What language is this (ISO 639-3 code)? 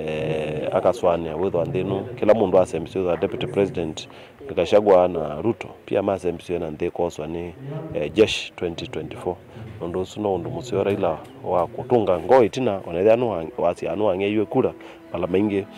kam